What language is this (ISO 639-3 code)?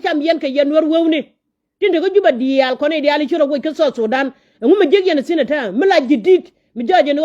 nus